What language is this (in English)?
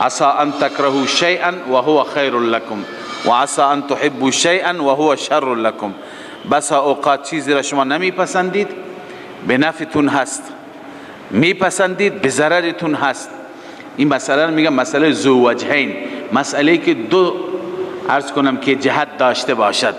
Persian